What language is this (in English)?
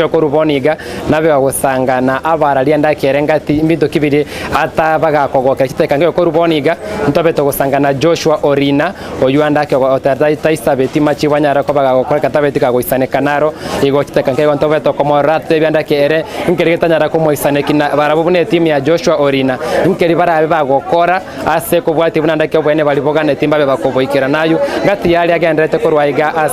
Gusii